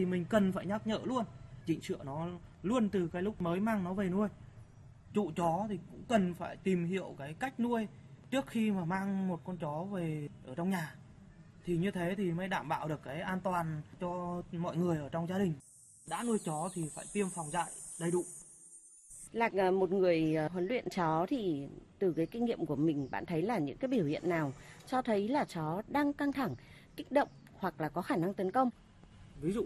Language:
Vietnamese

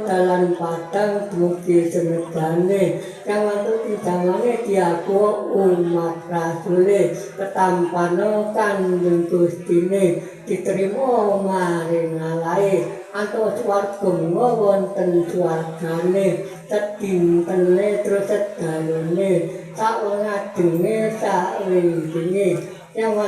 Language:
Javanese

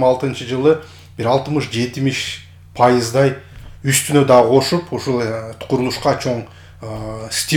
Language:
Kyrgyz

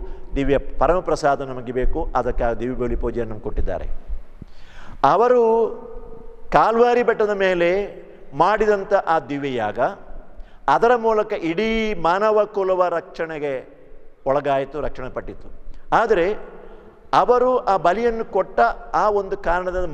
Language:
Kannada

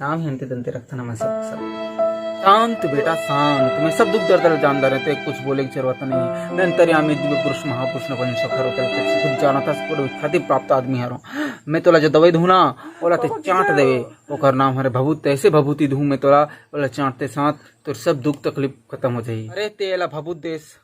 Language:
Chhattisgarhi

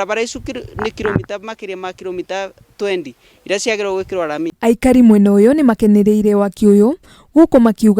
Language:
Kikuyu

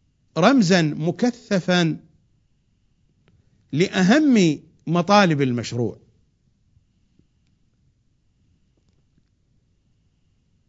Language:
Arabic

